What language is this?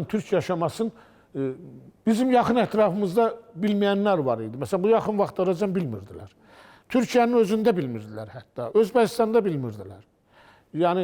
Azerbaijani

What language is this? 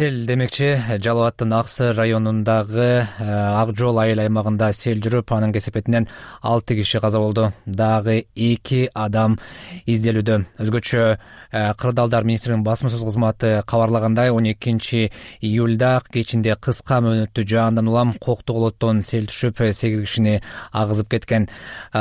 Kyrgyz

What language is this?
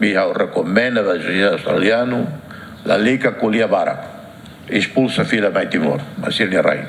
Tetum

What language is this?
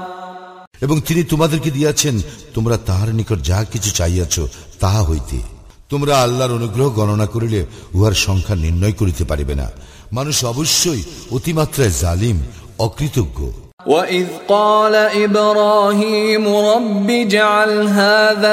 Bangla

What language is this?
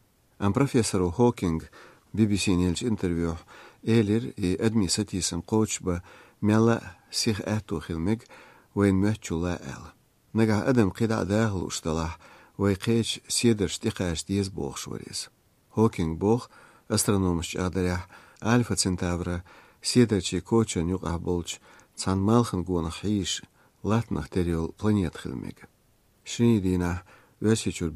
Lithuanian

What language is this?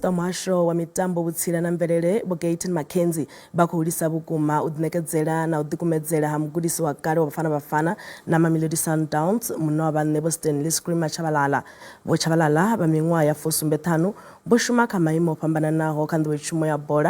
Venda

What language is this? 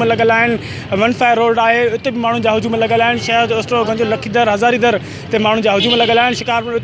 Sindhi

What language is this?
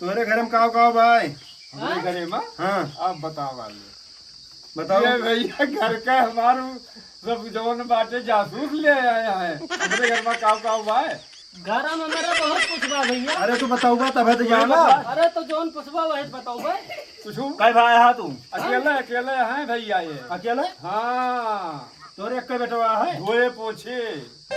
Awadhi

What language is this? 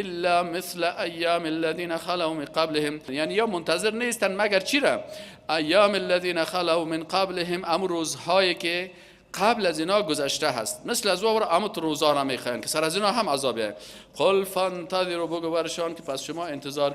Persian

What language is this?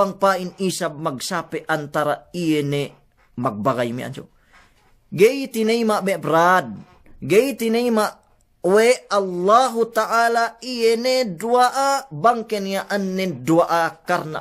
Yakan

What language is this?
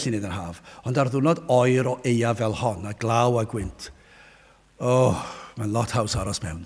Welsh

